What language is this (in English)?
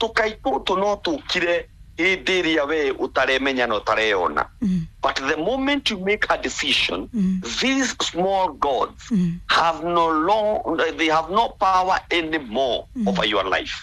Kikuyu